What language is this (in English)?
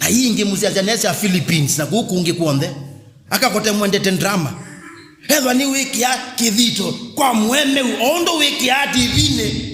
Kamba